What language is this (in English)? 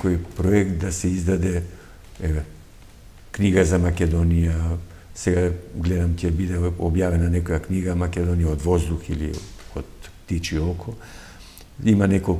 Macedonian